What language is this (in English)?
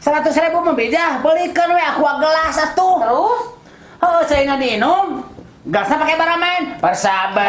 Sundanese